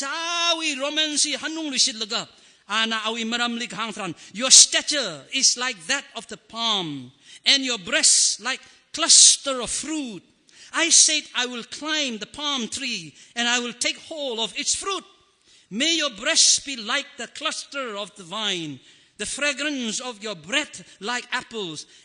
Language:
Tangkhul Naga (India)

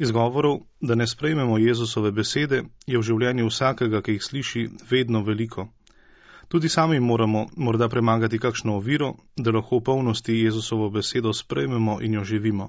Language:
Slovenian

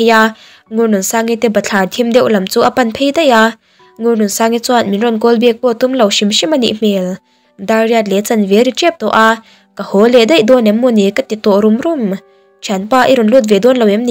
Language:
Mizo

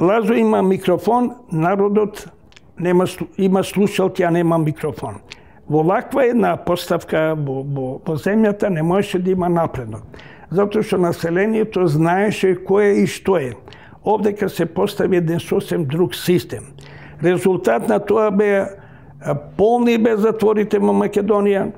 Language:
Macedonian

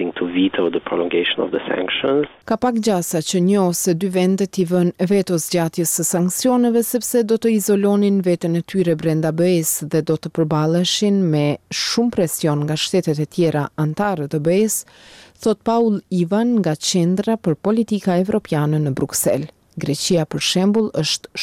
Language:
Albanian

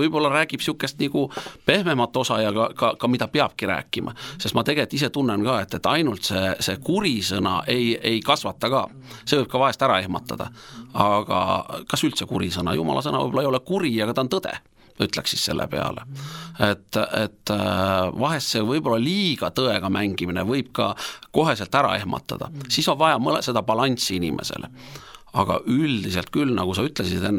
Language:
Estonian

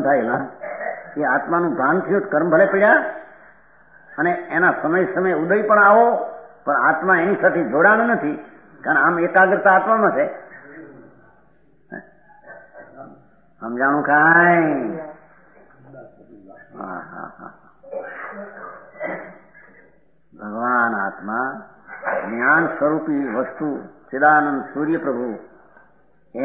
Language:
Gujarati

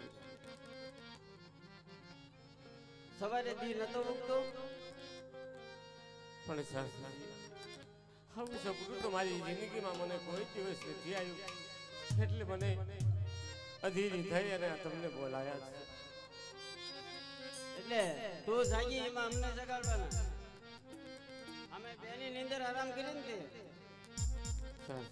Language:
Gujarati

